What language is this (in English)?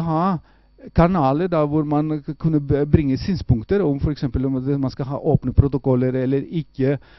Norwegian